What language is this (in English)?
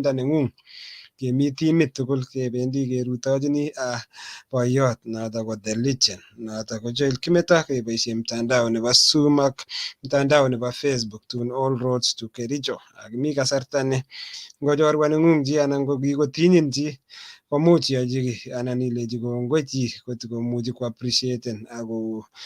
Kalenjin